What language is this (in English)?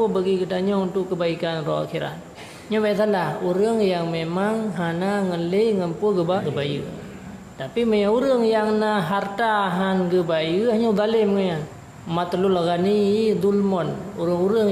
Achinese